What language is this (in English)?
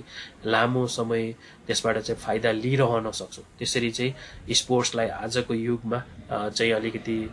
Nepali